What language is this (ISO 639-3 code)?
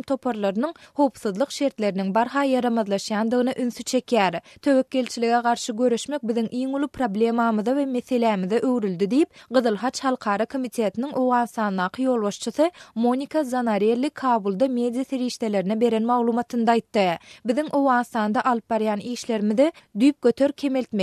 tuk